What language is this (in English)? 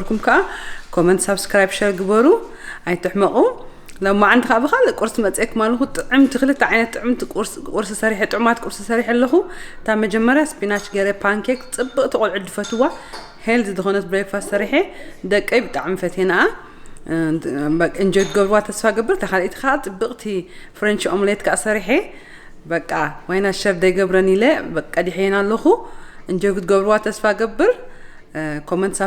Tigrinya